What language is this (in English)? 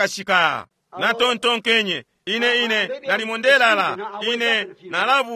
Bemba